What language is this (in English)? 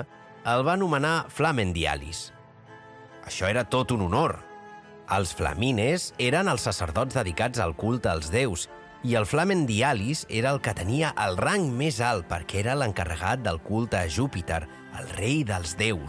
Catalan